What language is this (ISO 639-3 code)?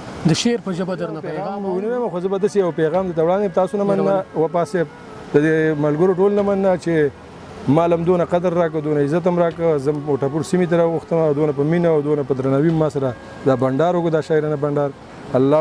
pus